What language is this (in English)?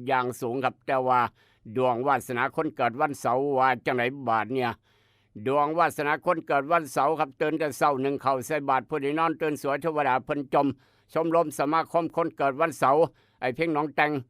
Northeastern Thai